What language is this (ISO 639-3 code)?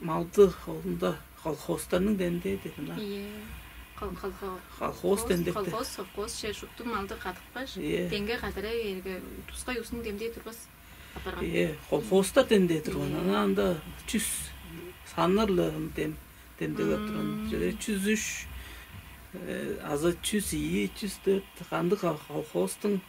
tyv